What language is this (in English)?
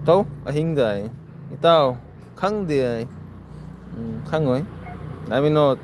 Manipuri